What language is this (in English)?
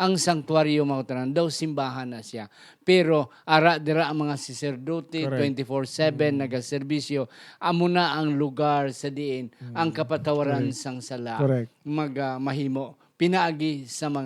Hiligaynon